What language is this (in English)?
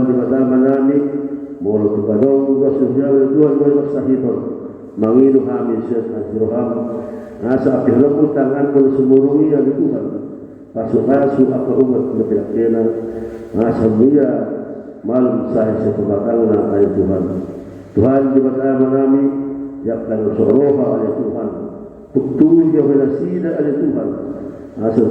Batak Toba